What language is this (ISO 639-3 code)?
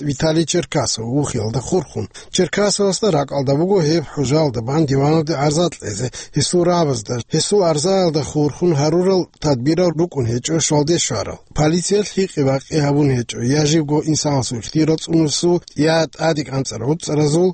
ava